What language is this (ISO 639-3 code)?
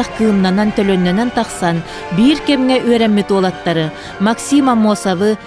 sah